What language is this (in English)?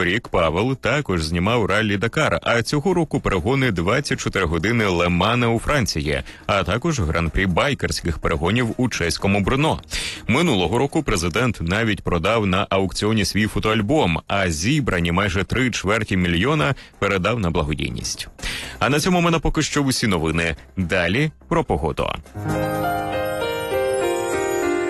Ukrainian